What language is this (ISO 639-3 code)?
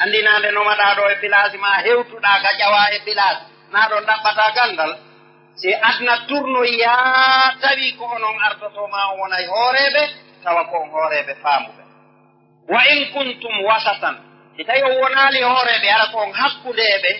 ful